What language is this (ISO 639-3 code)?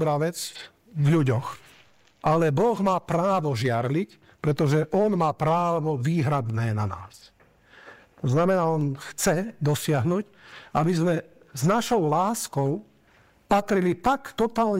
slk